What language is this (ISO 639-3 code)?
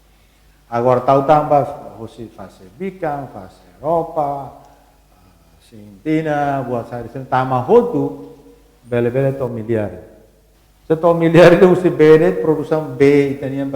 tet